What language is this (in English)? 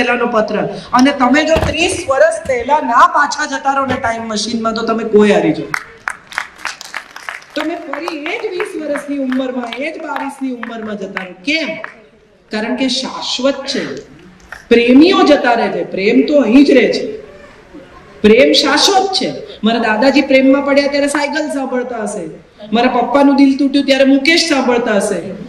Gujarati